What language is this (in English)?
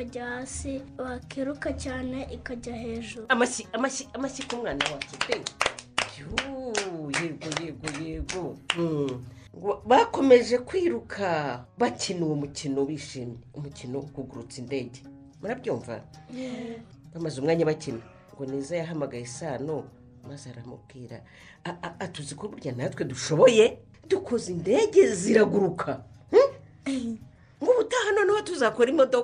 Kinyarwanda